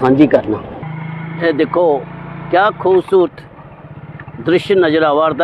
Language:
Dogri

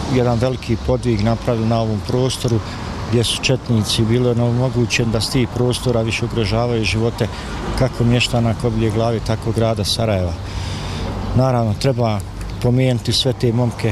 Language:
Bosnian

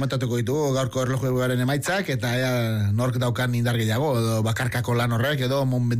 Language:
Basque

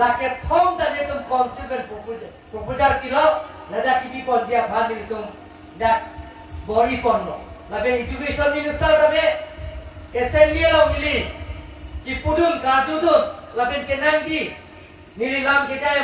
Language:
Karbi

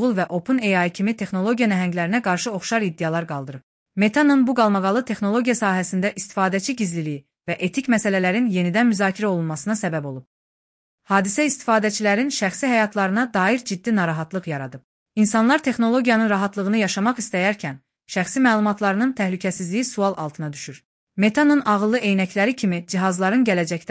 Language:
Azerbaijani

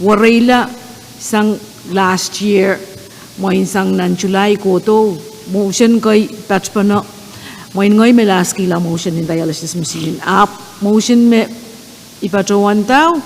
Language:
Pohnpeian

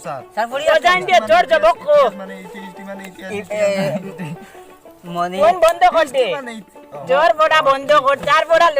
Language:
Sylheti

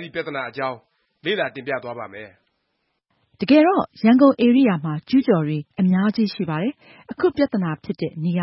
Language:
Burmese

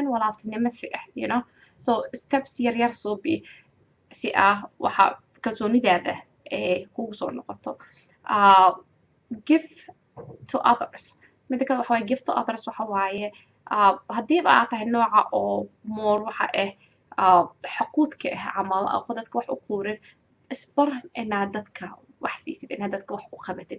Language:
Somali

